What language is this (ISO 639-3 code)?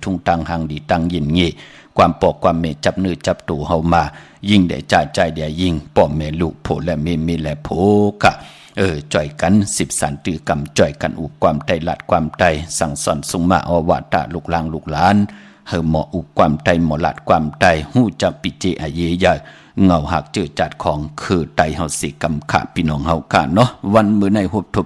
shn